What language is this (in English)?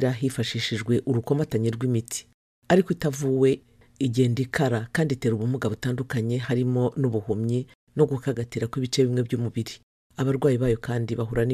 Kinyarwanda